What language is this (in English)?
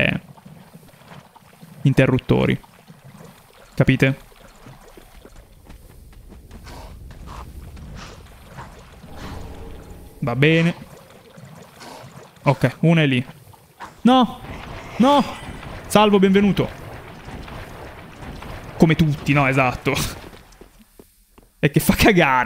Italian